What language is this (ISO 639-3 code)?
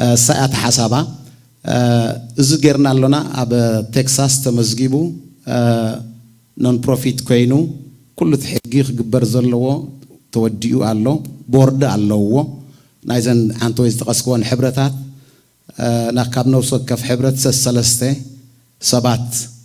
tir